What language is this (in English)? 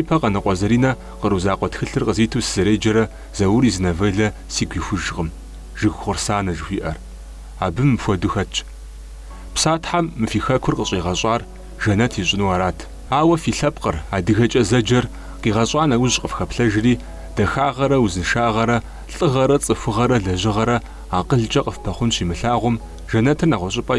Kabardian